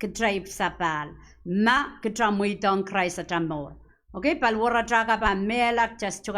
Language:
Pohnpeian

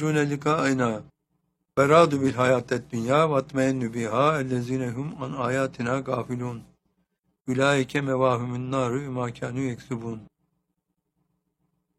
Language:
Turkish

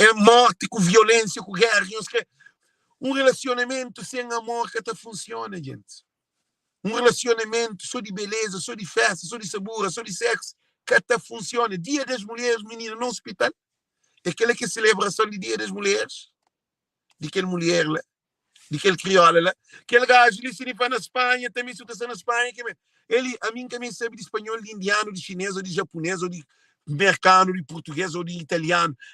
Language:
Kabuverdianu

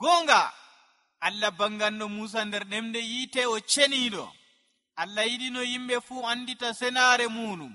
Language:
Nigerian Fulfulde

